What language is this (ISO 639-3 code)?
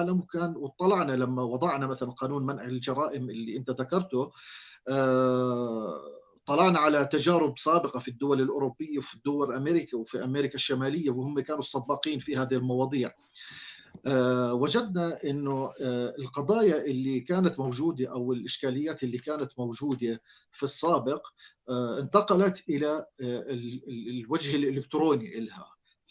apc